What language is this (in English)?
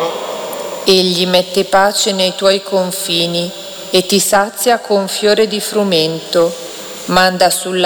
Italian